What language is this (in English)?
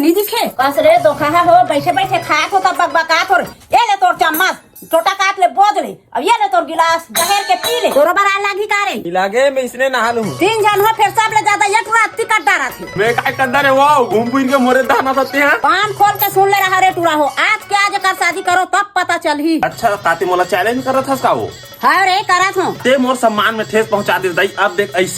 Chhattisgarhi